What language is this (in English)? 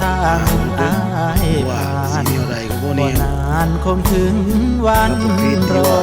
Northeastern Thai